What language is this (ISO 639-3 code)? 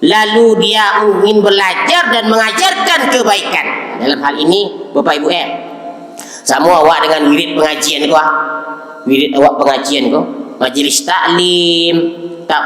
min